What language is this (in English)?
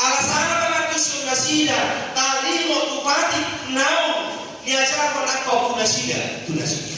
Batak Toba